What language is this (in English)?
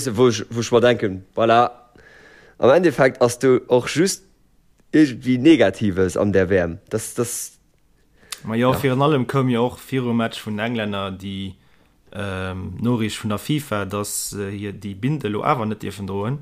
Luxembourgish